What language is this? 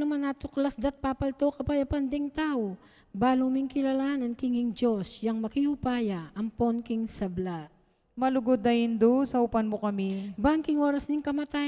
Pampanga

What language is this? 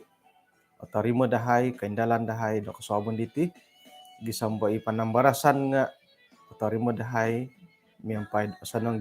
Central Dusun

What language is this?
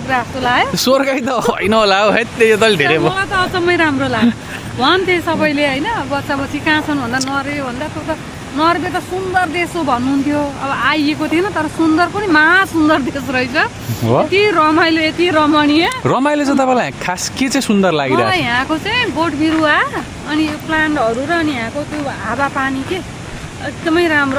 Nepali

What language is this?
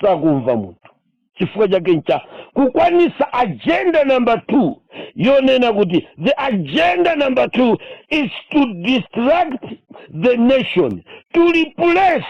Nyanja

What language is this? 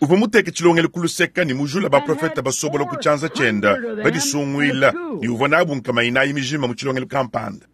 Luba-Lulua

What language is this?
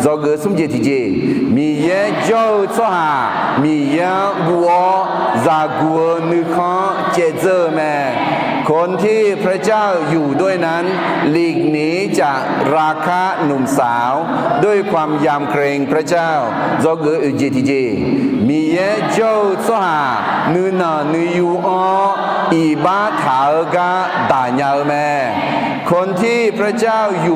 Akha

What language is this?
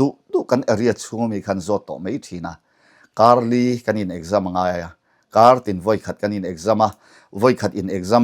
Mizo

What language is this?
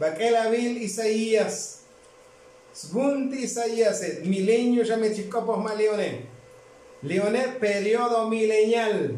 Tzotzil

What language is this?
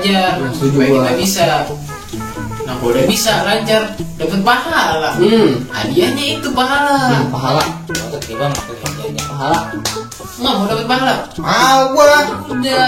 Betawi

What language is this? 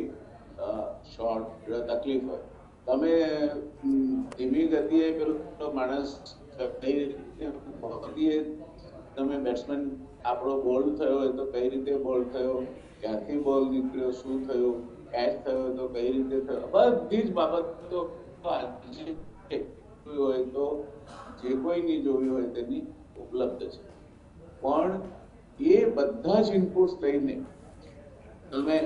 Gujarati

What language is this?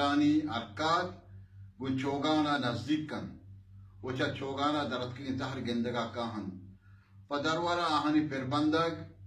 Baluchi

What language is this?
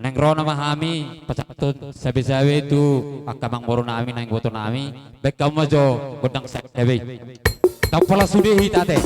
Batak Toba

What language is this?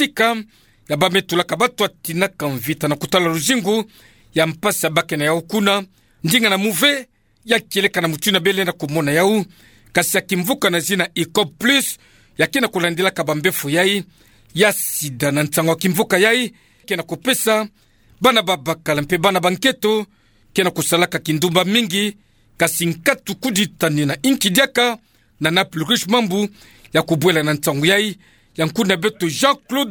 Kituba (Democratic Republic of Congo)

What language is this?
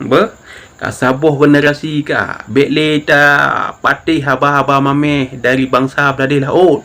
Achinese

